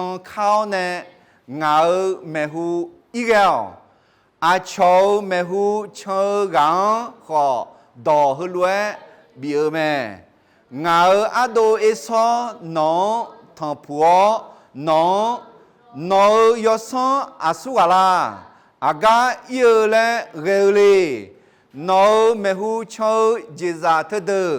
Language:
Akha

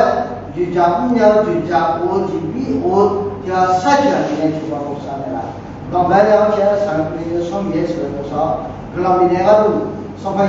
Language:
Akha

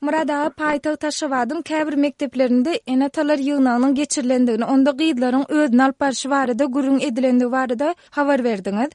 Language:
Turkmen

